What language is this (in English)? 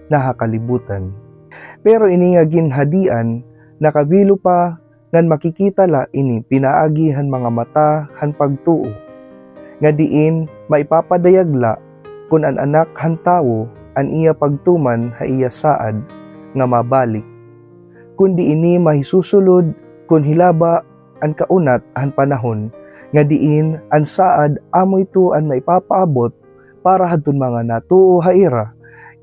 Waray